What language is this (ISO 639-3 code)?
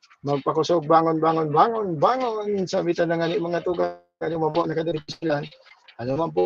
bik